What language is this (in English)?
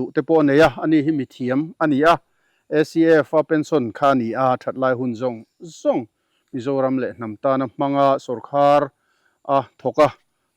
Mizo